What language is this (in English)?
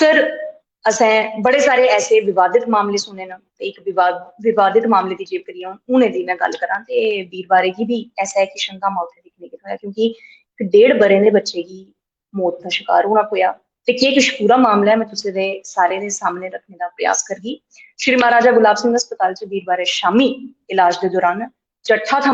Dogri